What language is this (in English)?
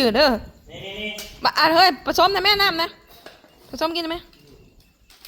Northeastern Thai